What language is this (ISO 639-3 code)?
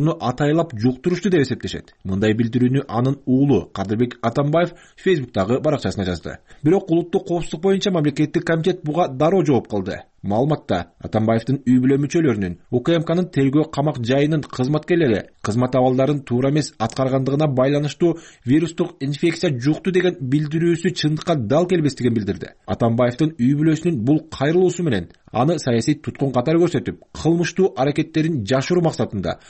kir